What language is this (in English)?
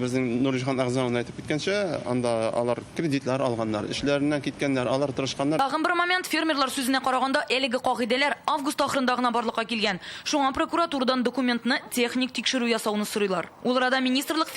Tatar